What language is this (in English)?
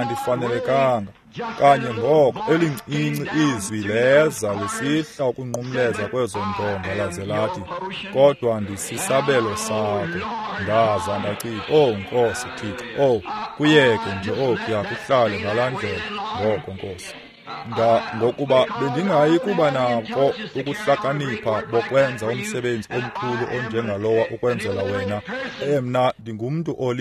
Xhosa